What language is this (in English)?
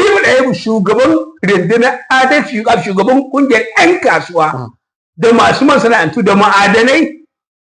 Hausa